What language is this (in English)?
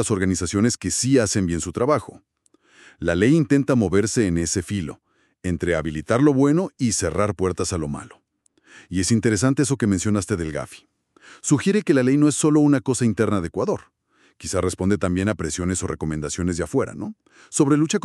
Spanish